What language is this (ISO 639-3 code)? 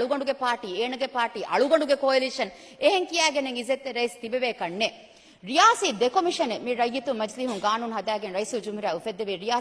div